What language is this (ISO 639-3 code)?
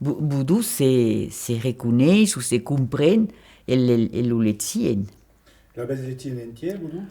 oci